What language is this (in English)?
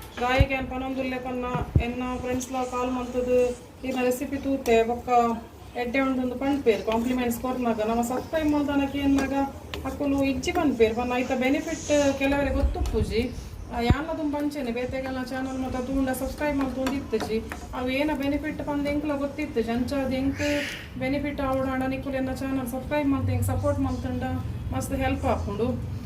Tulu